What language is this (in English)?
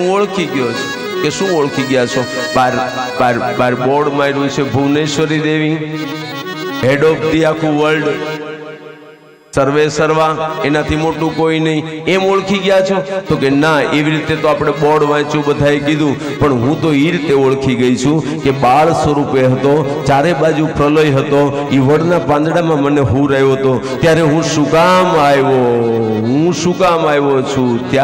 Gujarati